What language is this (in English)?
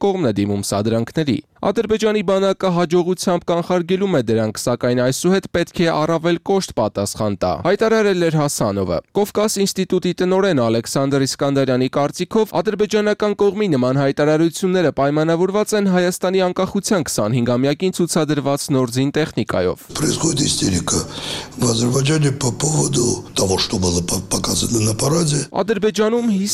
Armenian